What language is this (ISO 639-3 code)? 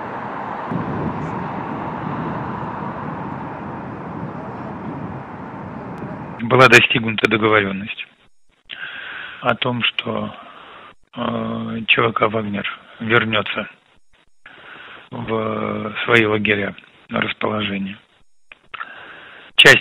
rus